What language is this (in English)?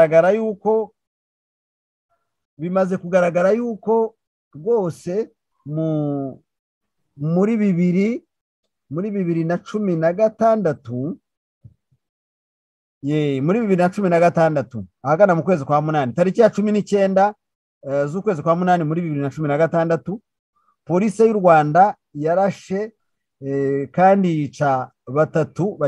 Kinyarwanda